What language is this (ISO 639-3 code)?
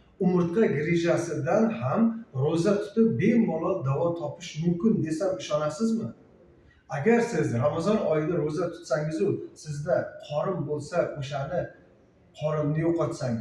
uzb